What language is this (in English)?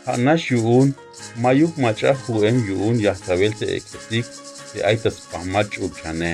Tzeltal